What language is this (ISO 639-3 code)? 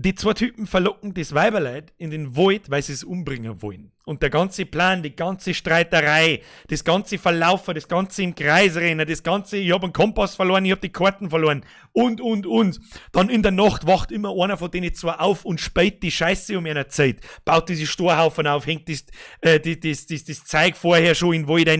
bar